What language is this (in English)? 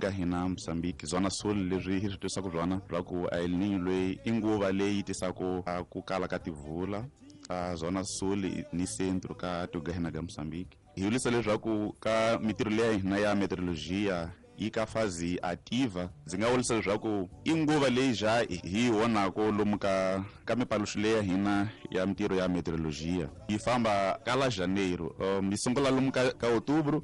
Tsonga